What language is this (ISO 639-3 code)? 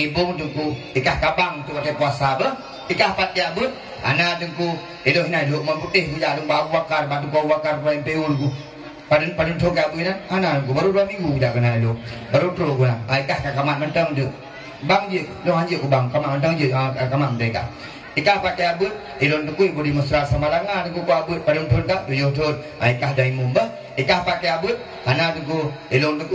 ace